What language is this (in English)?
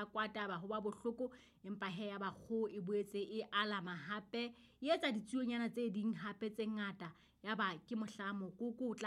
Southern Sotho